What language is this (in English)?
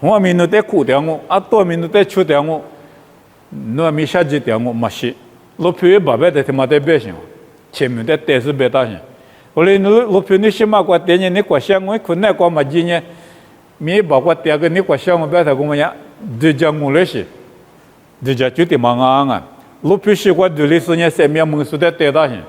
Lisu